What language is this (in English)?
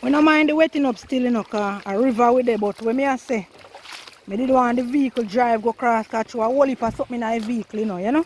Jamaican Creole English